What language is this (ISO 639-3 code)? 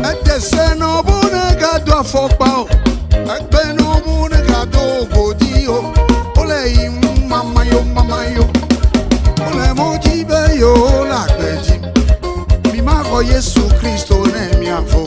ewe